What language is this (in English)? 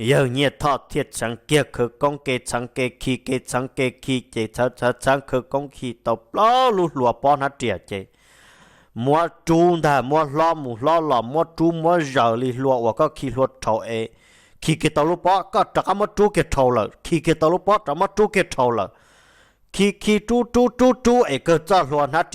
Hmong